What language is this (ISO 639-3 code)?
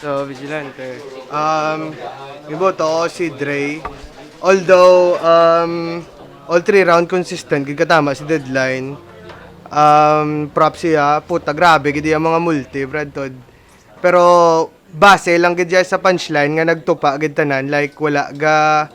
hil